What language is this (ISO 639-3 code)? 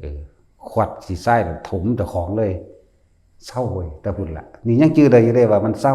tts